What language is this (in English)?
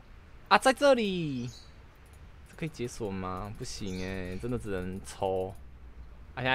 Chinese